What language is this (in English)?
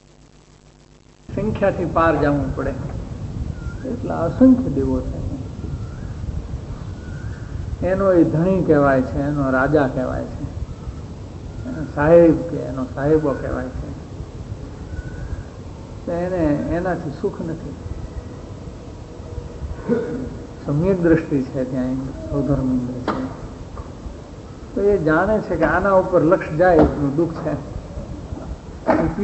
Gujarati